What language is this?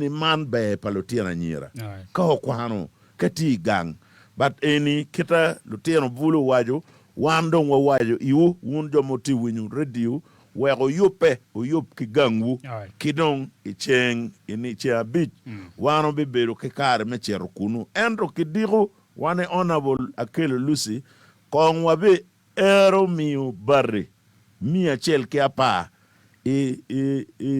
Acoli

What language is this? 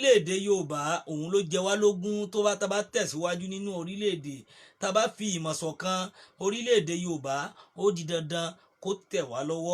Yoruba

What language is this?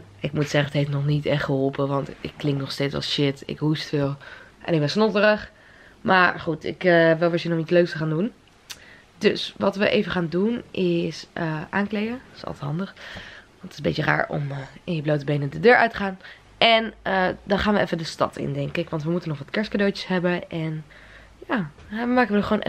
Dutch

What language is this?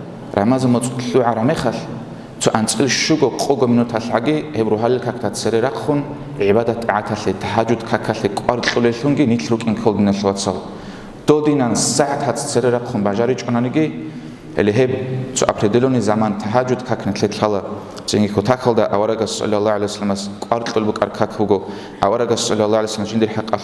Avaric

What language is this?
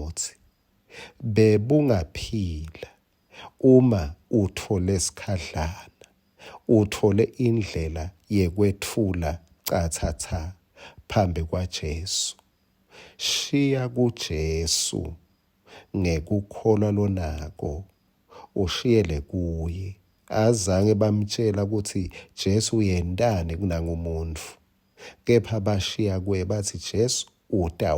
Swati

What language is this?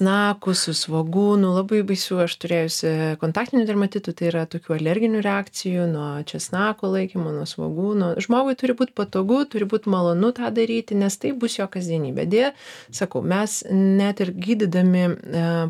Lithuanian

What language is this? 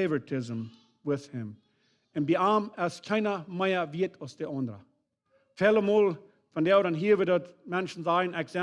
Plautdietsch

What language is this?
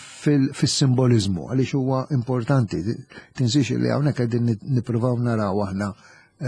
Maltese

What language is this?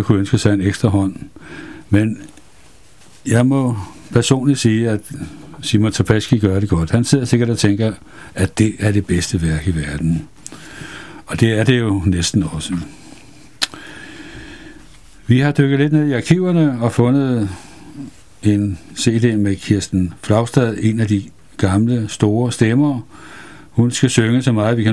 Danish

